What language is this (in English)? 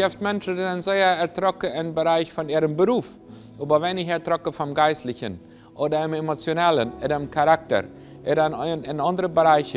Plautdietsch